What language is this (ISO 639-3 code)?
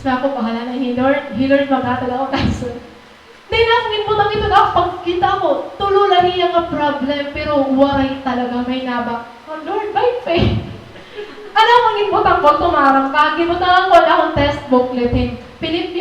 war